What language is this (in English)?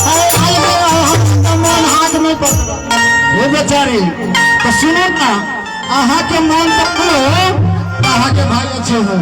Maithili